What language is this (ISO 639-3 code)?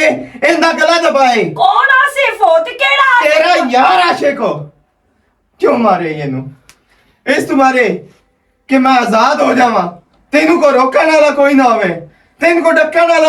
lah